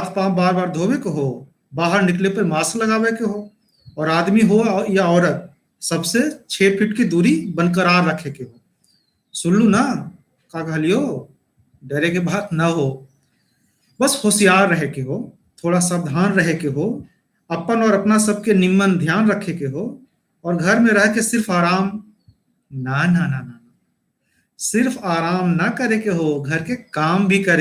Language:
Magahi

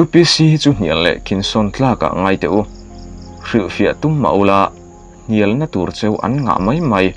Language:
Mizo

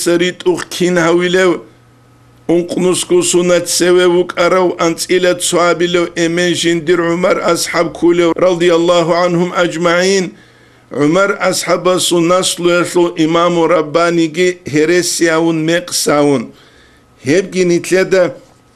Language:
Avaric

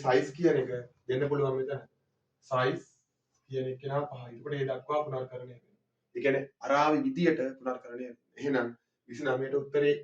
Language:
Sinhala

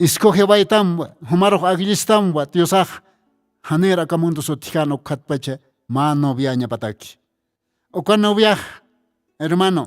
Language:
Aymara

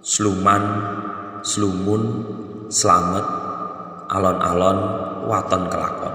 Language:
Javanese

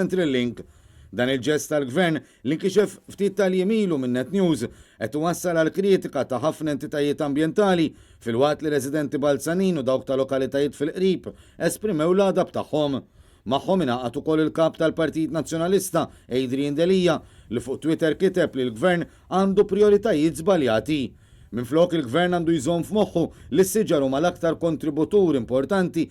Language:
Maltese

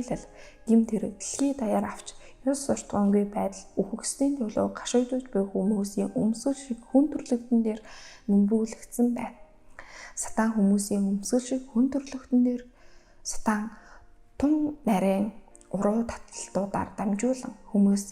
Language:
Mongolian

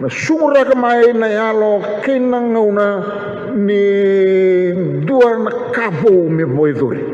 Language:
Fijian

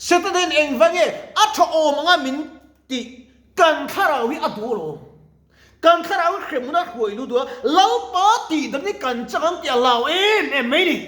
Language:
Mizo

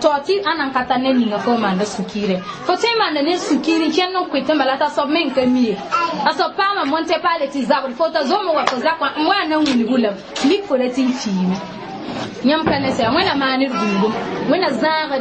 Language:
Mossi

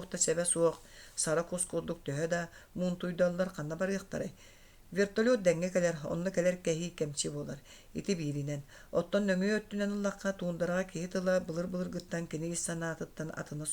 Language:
Yakut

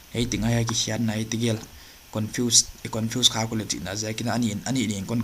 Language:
Paite Chin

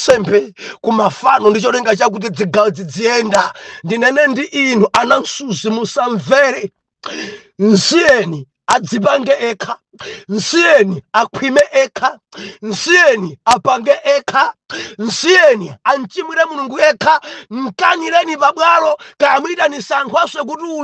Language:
Nyanja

